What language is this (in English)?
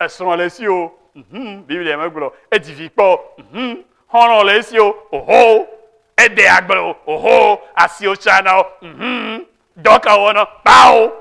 Ewe